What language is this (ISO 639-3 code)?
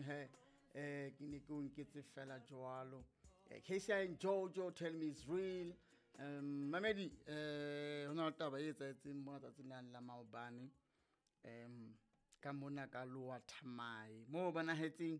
sot